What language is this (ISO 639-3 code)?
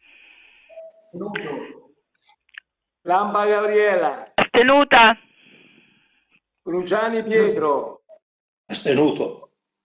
ita